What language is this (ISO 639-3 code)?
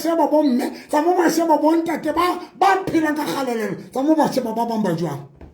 sot